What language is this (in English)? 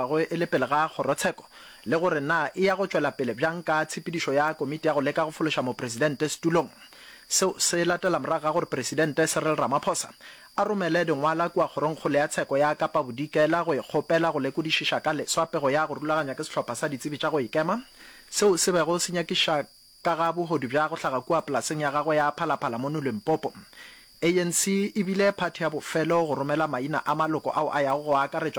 Northern Sotho